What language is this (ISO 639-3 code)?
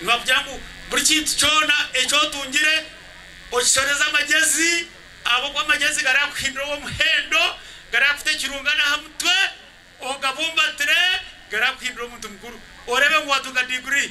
nyn